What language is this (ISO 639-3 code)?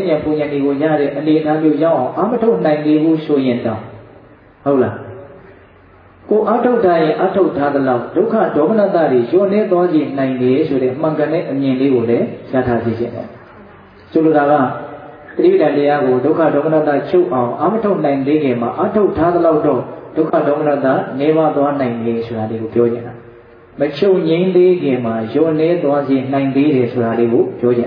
mya